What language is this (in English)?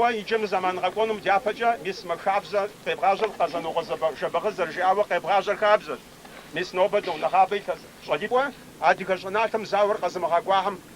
Kabardian